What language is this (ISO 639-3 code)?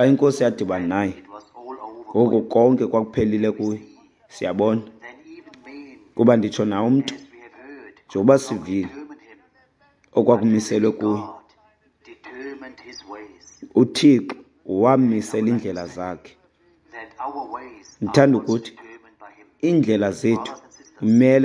xho